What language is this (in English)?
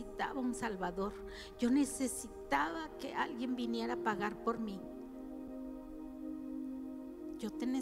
Spanish